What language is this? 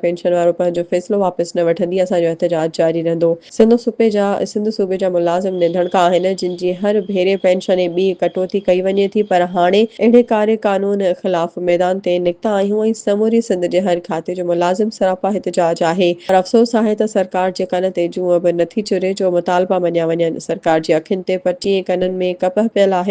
Sindhi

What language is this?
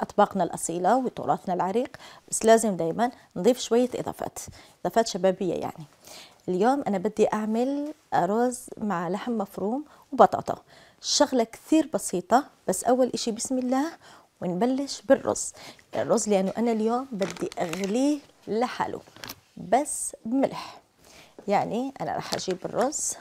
Algerian Arabic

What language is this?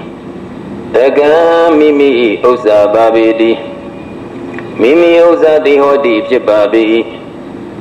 Burmese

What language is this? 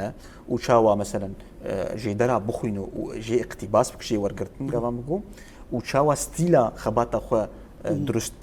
Kurdish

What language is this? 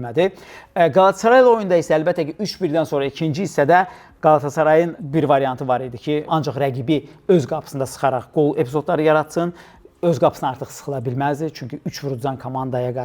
Azerbaijani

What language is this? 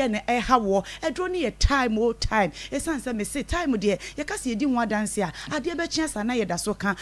Akan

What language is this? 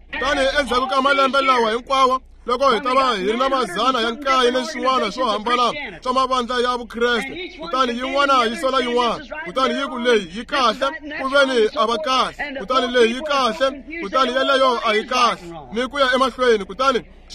Tsonga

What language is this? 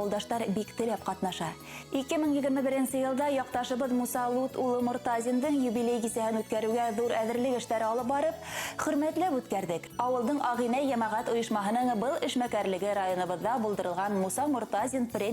Bashkir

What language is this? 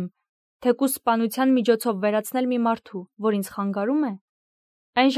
Armenian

